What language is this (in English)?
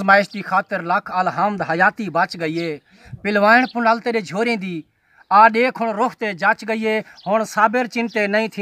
Saraiki